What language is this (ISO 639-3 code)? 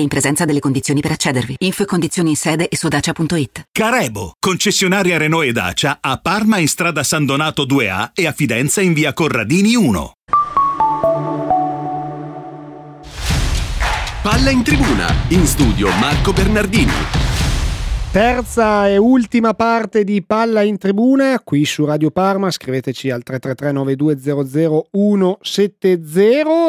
ita